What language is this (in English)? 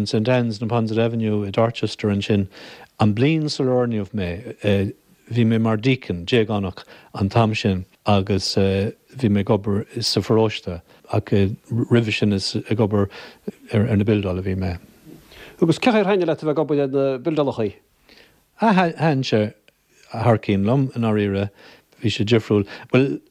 Irish